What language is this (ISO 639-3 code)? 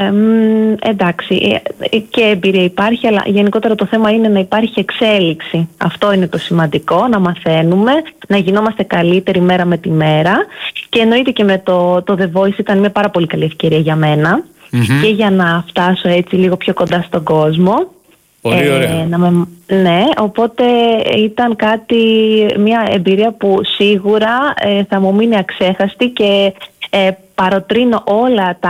ell